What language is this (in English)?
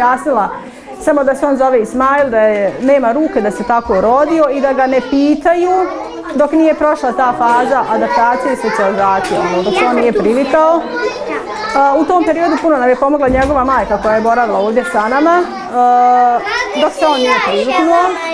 Bosnian